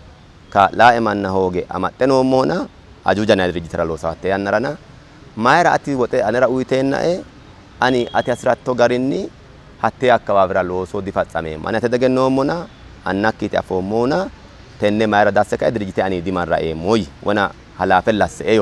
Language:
Sidamo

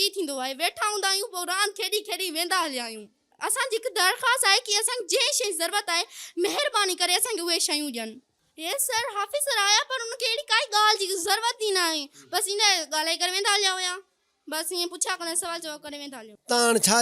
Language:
Sindhi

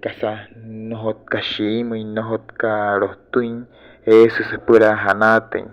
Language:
Wayuu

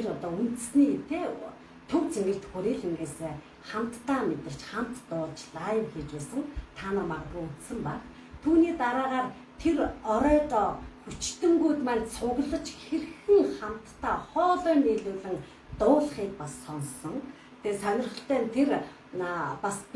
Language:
Mongolian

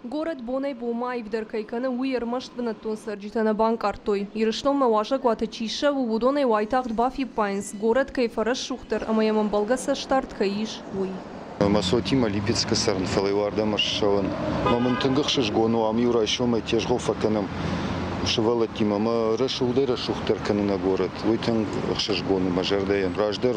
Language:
Ossetic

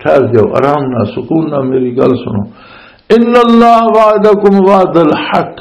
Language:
Western Panjabi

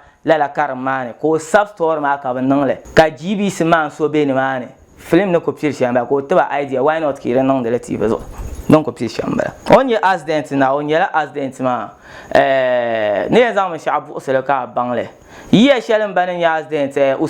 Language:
Dagbani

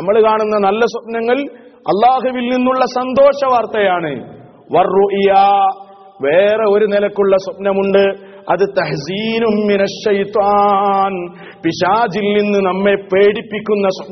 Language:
Malayalam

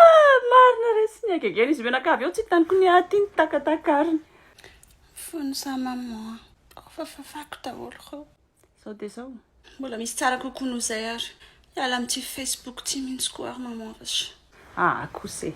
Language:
Malagasy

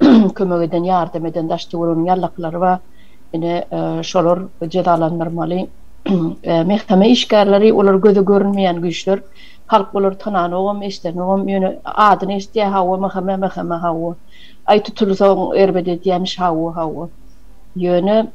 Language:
Turkmen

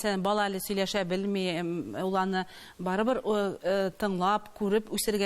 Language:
Tatar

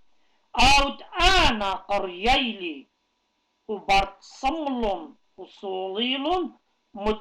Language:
Assyrian Neo-Aramaic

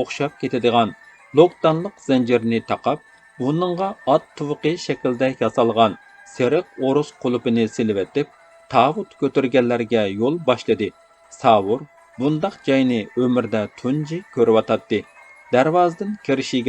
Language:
Uyghur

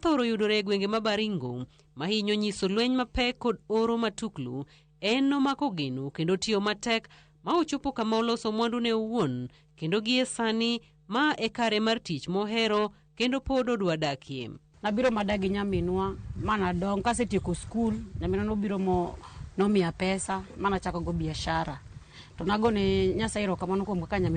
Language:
Luo (Kenya and Tanzania)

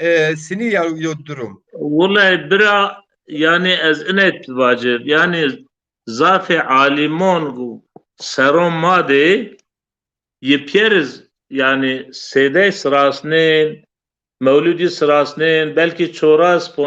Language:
Zaza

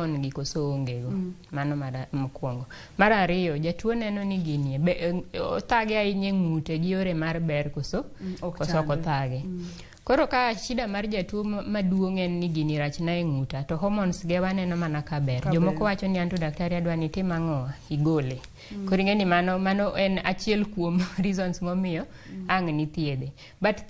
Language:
Luo (Kenya and Tanzania)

